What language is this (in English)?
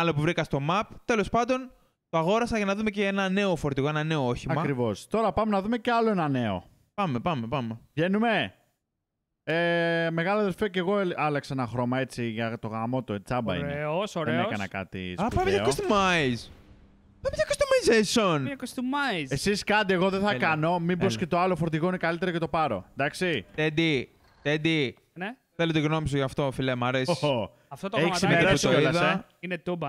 Greek